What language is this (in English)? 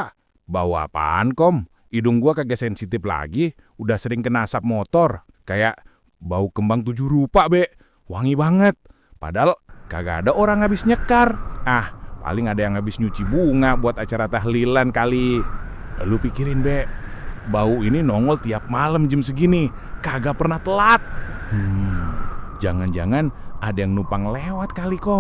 Betawi